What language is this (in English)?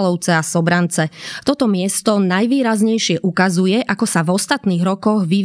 Slovak